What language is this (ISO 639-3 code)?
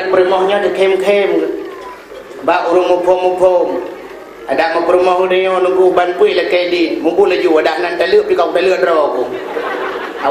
ace